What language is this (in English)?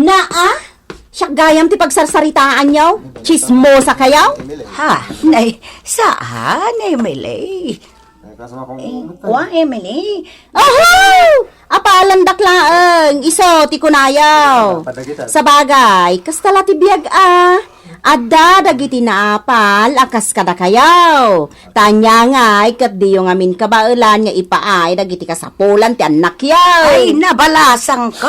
Iloko